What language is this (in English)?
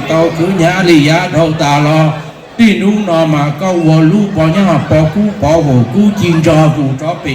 Hmong